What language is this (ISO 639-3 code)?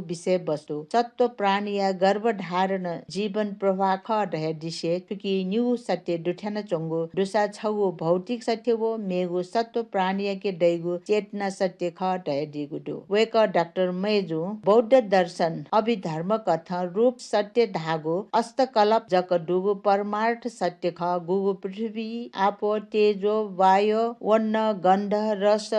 new